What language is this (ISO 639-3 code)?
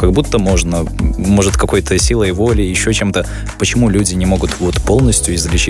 rus